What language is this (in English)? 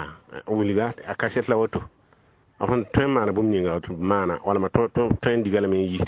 Mossi